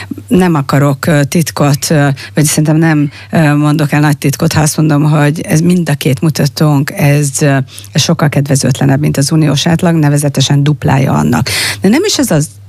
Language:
Hungarian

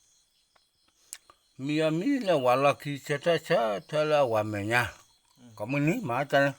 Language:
S'gaw Karen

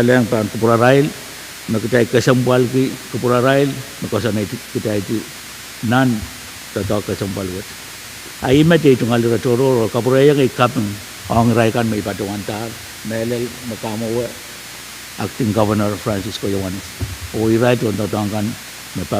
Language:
Pohnpeian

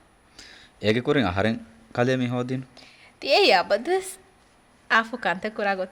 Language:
Divehi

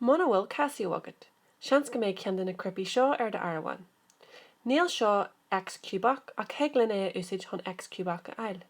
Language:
Irish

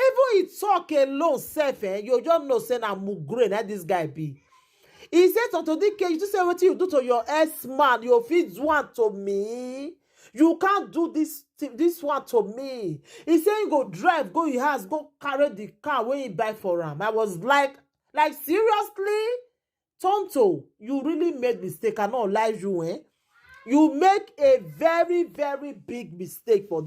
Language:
Nigerian Pidgin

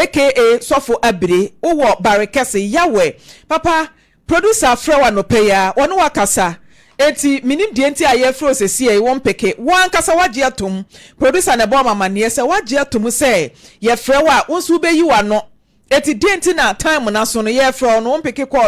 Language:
Akan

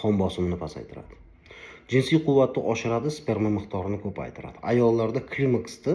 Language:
Uzbek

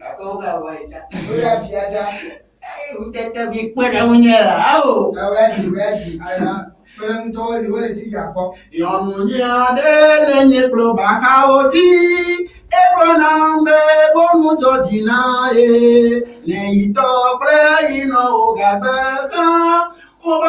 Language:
Ewe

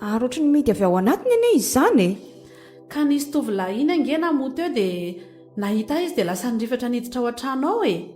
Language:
Malagasy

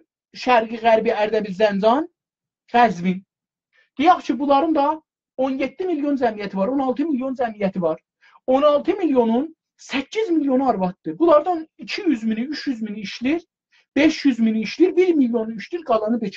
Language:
South Azerbaijani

